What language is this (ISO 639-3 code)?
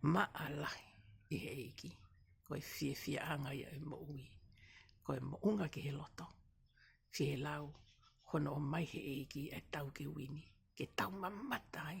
ton